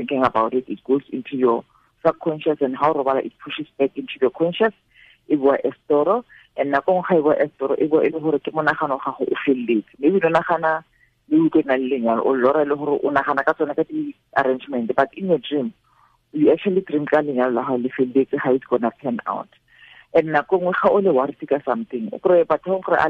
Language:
Tswana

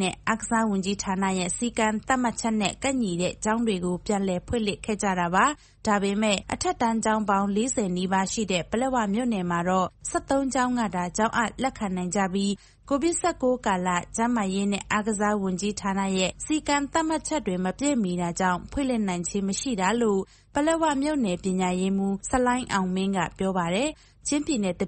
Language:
Burmese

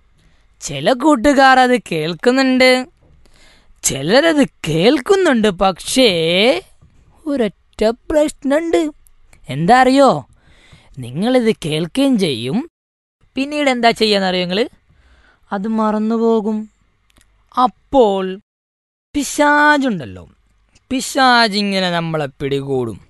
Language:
Malayalam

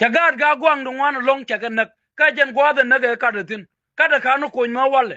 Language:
Nuer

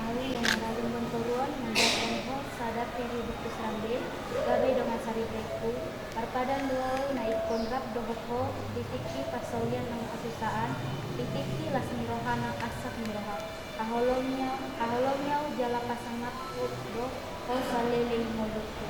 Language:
Batak Toba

